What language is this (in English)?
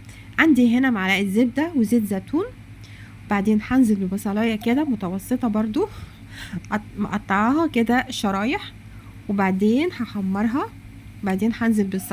Egyptian Arabic